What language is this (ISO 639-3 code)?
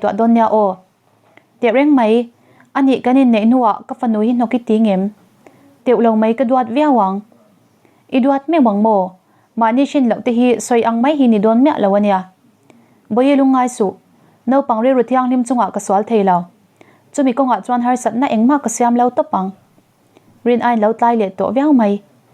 lus